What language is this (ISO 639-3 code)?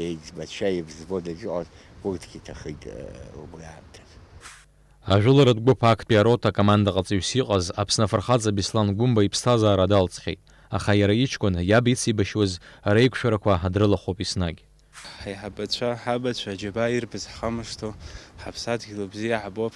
abk